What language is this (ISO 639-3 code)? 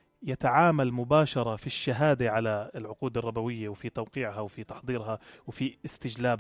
apc